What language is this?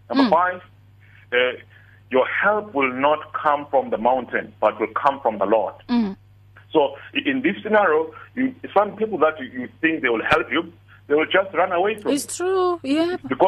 English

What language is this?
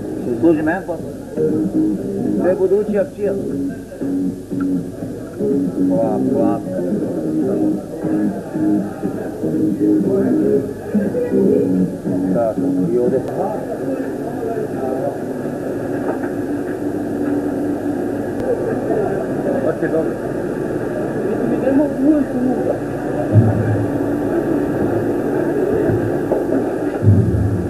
Serbian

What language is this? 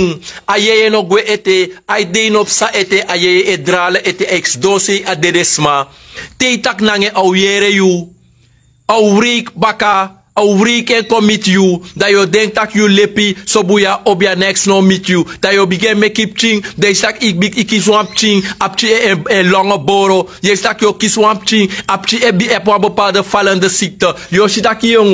Sranan Tongo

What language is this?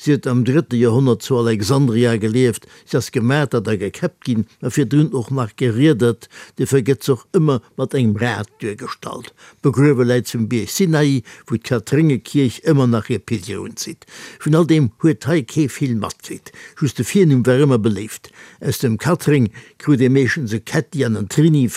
Luxembourgish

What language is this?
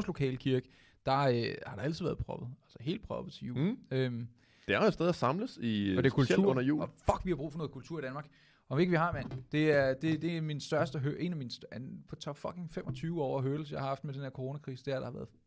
Danish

